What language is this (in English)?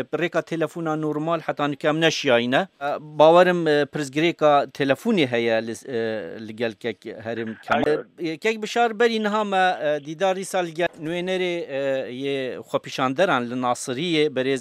Kurdish